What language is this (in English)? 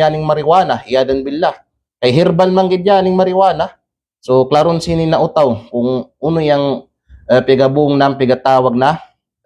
Kalagan